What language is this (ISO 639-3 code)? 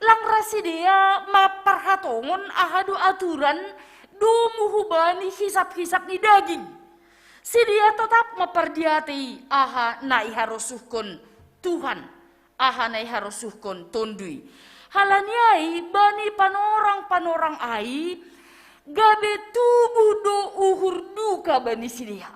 bts